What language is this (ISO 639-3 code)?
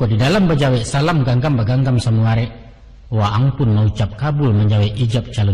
min